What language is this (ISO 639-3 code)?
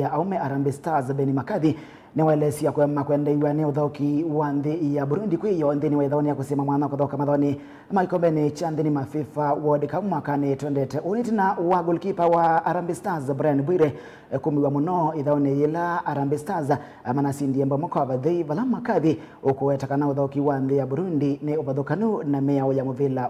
kam